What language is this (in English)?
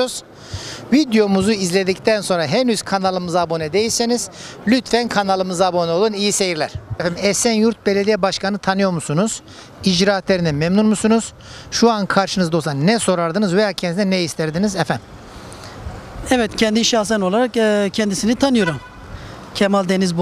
Turkish